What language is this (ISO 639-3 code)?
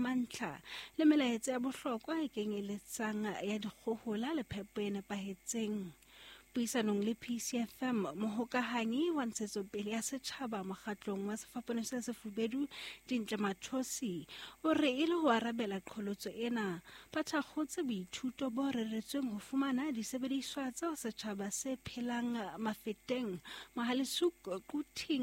sot